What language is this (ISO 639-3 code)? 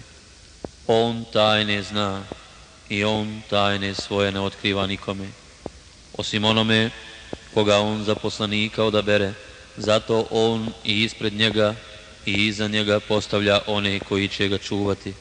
bos